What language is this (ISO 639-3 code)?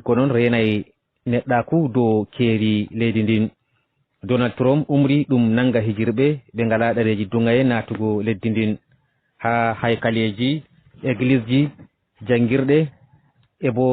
ful